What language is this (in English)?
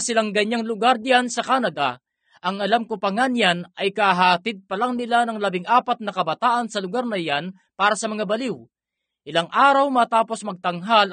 Filipino